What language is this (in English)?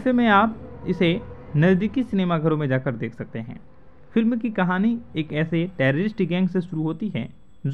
Hindi